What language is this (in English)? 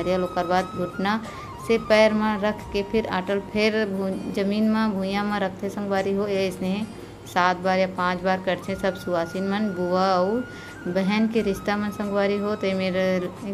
Chhattisgarhi